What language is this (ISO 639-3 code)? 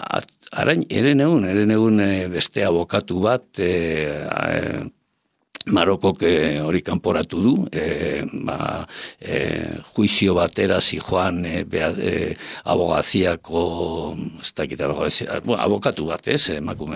eus